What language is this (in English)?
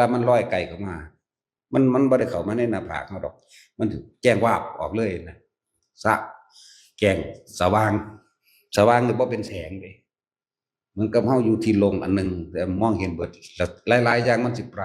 Northeastern Thai